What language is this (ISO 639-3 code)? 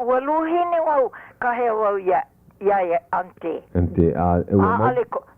haw